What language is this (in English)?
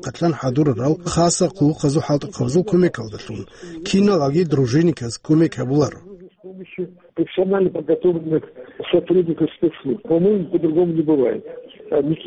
Avaric